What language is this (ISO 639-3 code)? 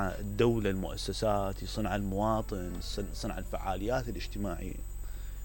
acm